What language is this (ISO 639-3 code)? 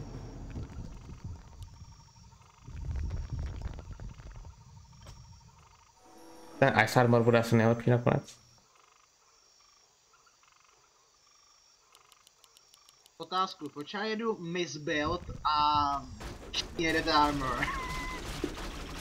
ces